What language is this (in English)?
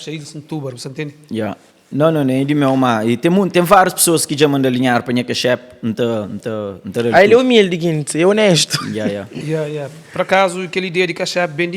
Kabuverdianu